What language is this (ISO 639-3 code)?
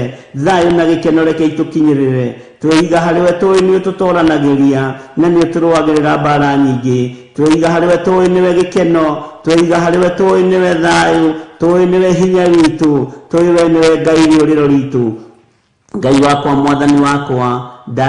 kik